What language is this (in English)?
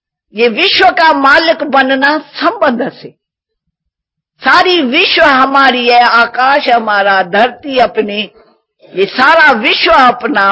Hindi